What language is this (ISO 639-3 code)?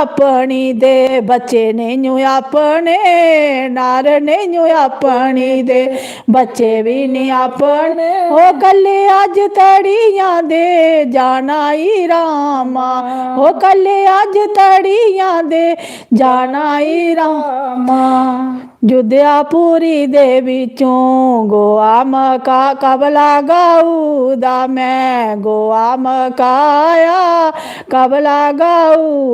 doi